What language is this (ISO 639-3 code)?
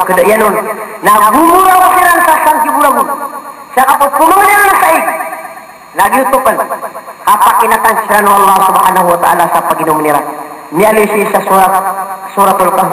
mrw